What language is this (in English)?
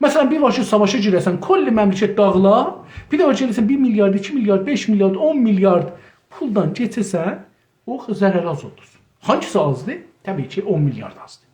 South Azerbaijani